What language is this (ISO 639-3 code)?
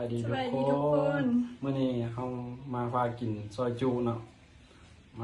lao